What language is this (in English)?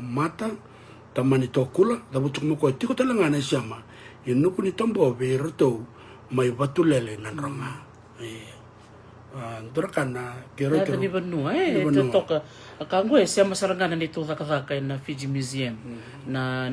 Fijian